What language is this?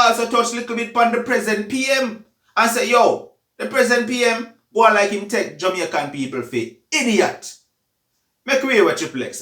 Jamaican Creole English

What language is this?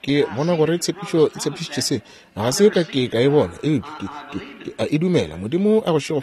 Northern Sotho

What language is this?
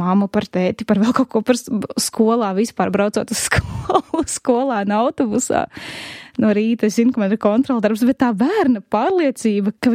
Latvian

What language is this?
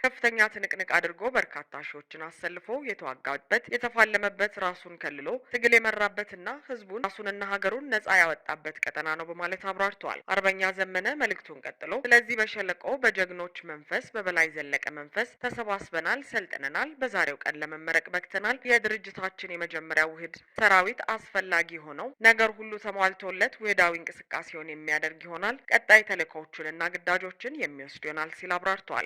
Amharic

